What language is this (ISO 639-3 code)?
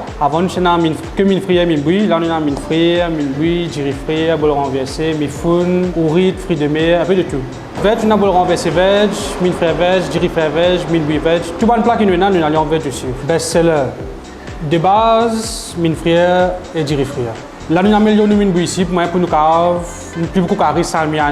mfe